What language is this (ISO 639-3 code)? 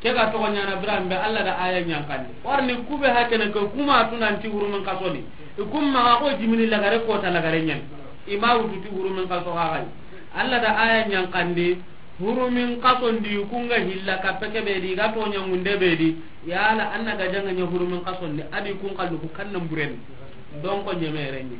snk